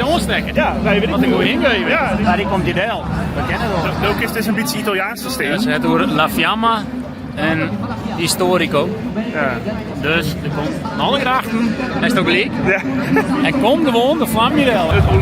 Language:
Western Frisian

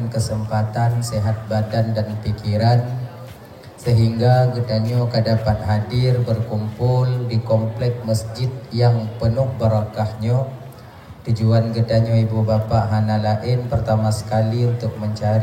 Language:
Achinese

